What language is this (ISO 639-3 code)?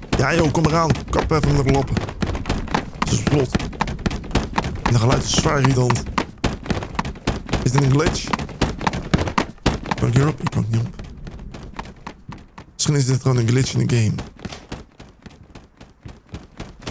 nld